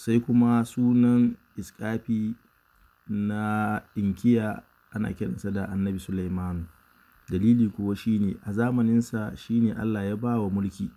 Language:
Hausa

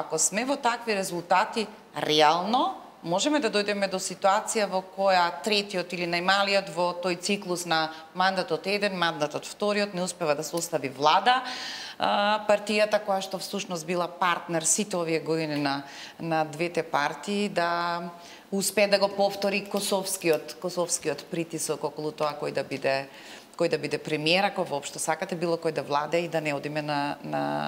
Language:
Macedonian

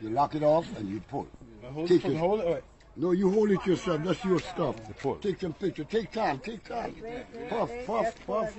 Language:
Jamaican Creole English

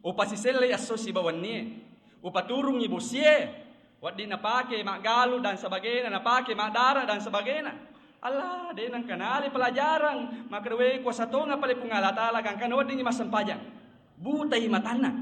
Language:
Buginese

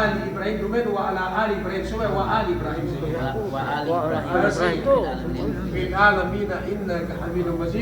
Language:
Yakan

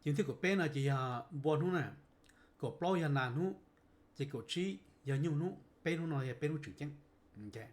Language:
Hmong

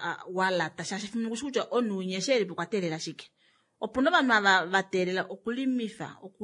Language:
Kuanyama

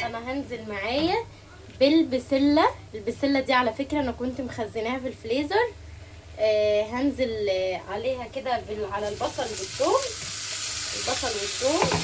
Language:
Egyptian Arabic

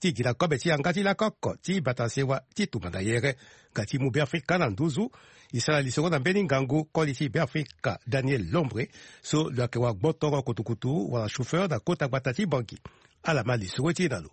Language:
Sango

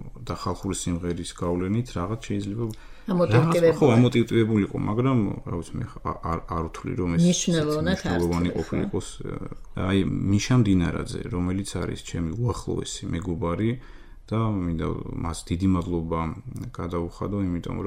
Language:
Georgian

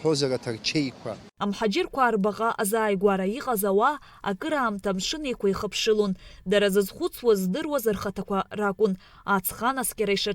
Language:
Abkhazian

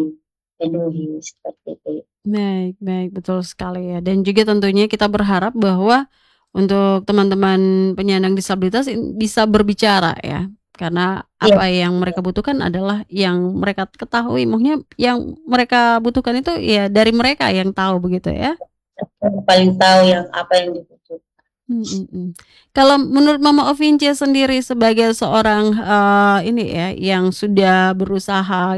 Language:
Indonesian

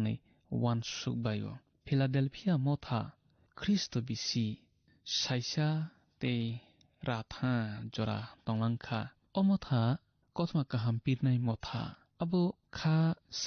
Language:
Kok Borok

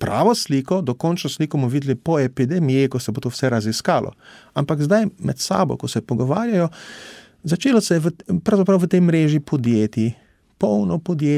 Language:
Slovenian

